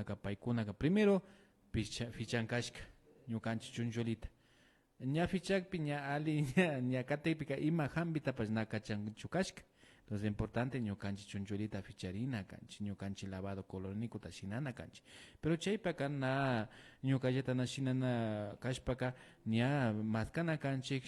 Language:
Imbabura Highland Quichua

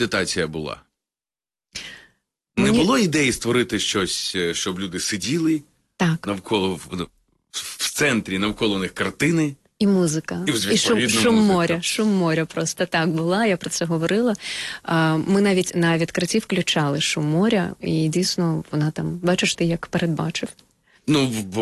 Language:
Ukrainian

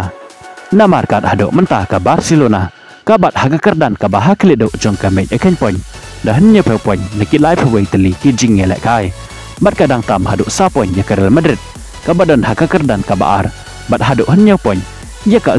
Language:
Khasi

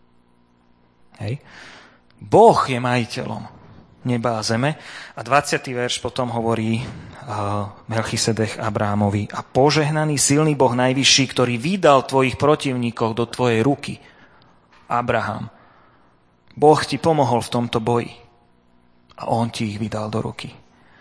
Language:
Slovak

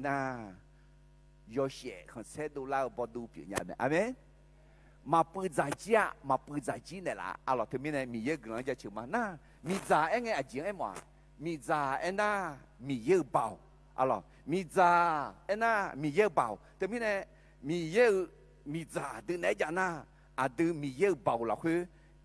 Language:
Akha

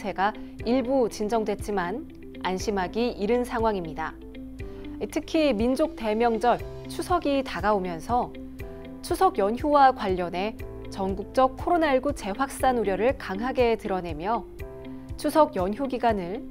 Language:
Korean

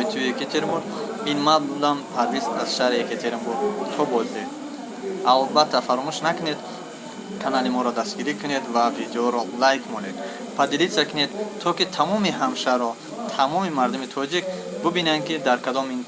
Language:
Tajik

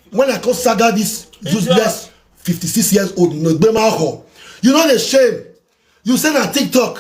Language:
Nigerian Pidgin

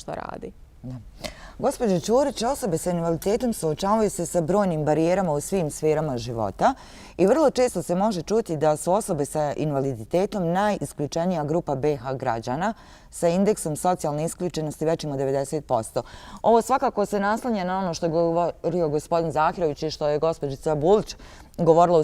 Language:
Bosnian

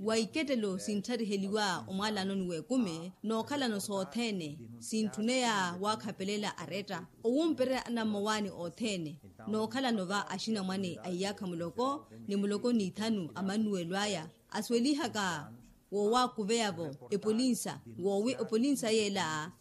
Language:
Makhuwa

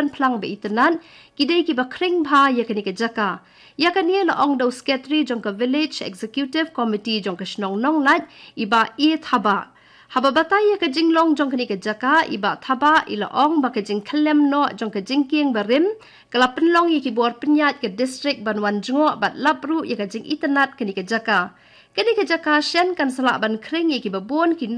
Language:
Khasi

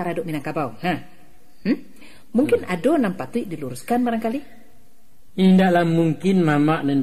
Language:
Minangkabau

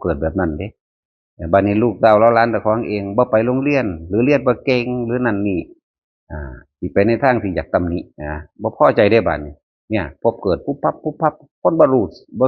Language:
Northeastern Thai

